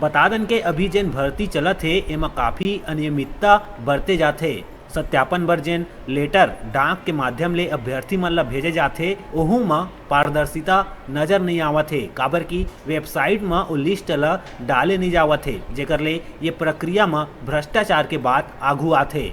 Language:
Chhattisgarhi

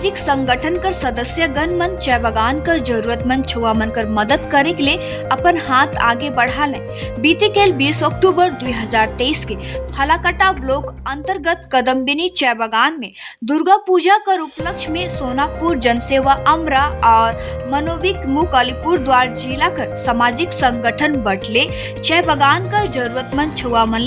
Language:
Sadri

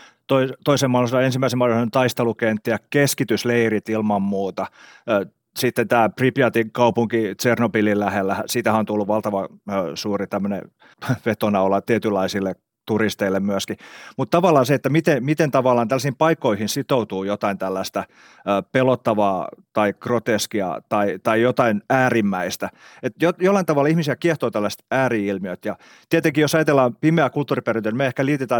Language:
Finnish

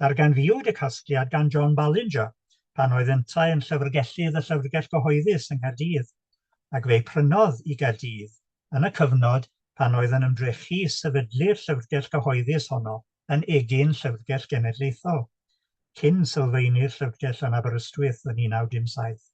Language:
Welsh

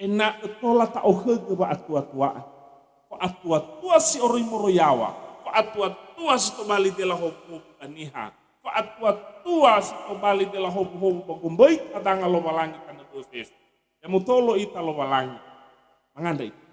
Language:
Nias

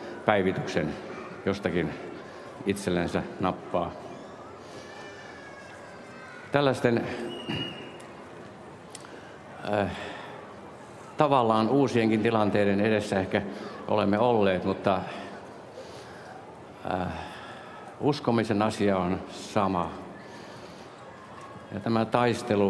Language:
Finnish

